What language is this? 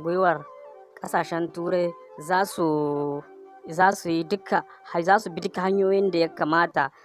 Hausa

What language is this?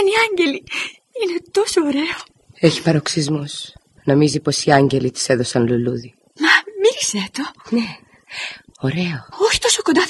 Greek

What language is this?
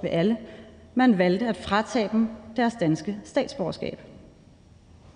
Danish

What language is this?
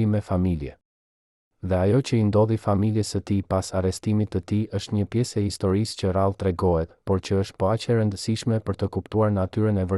Albanian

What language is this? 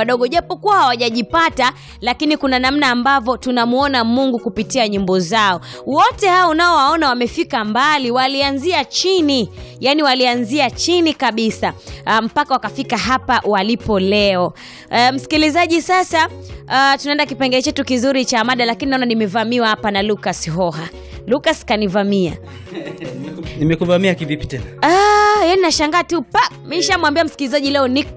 Swahili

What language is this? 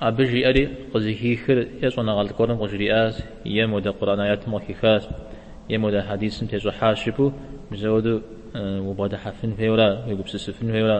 Kabardian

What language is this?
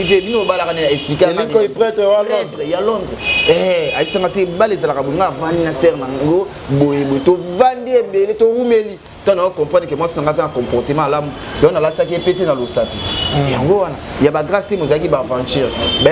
Lingala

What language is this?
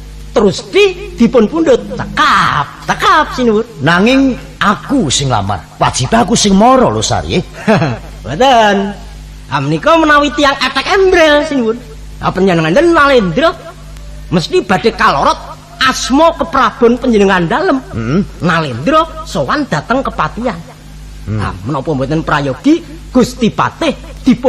Javanese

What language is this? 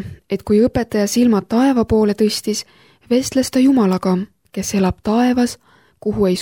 Estonian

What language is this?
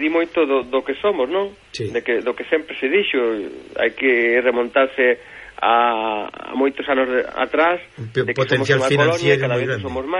Galician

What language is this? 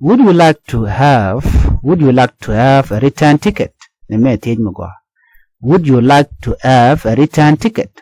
Nuer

